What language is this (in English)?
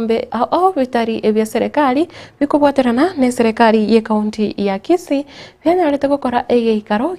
Gusii